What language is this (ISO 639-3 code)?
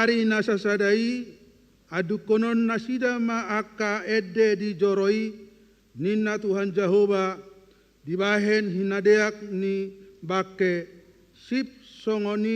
bbc